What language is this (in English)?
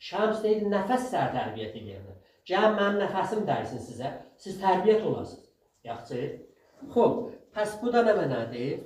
South Azerbaijani